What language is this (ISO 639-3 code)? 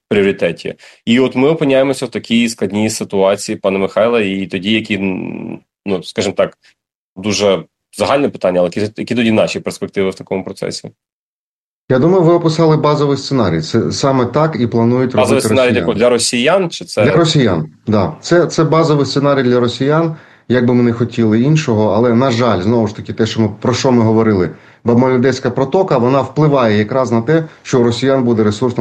ukr